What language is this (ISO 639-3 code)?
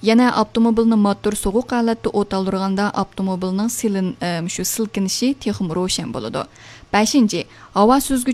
uig